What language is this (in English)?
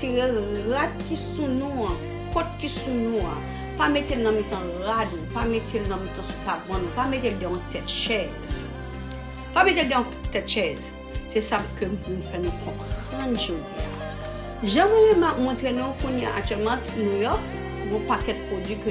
Haitian Creole